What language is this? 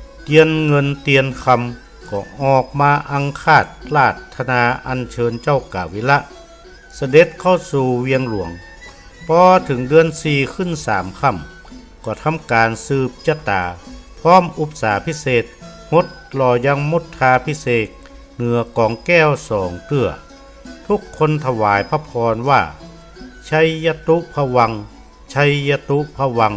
Northern Thai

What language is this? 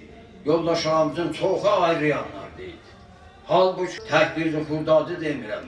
South Azerbaijani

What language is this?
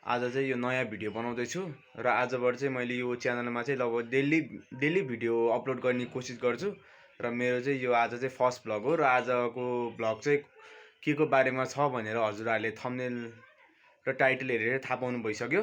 Nepali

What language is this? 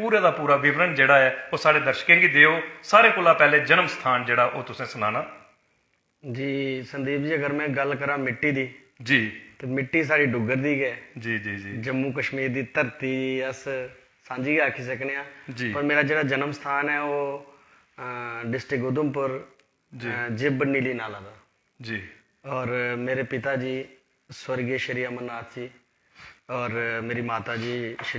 Dogri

